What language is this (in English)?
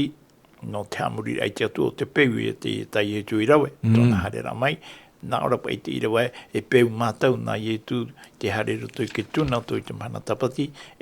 Tahitian